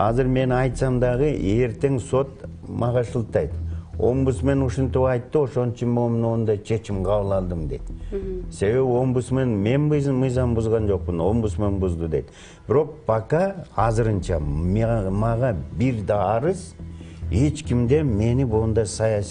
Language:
Kyrgyz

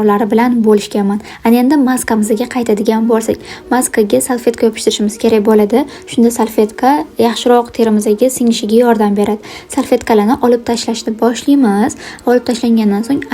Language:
Uzbek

